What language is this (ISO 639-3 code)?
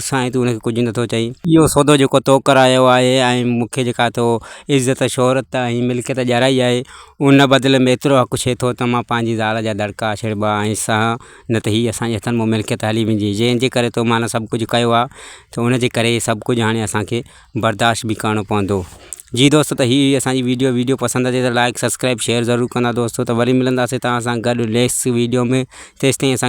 snd